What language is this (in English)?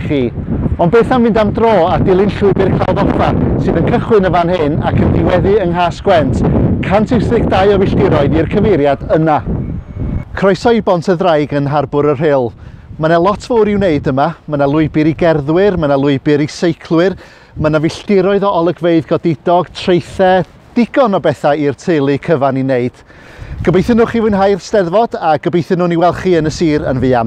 Welsh